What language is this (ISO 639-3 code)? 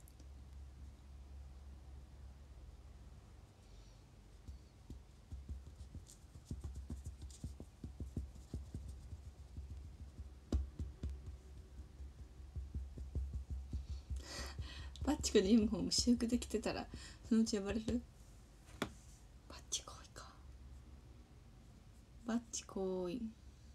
jpn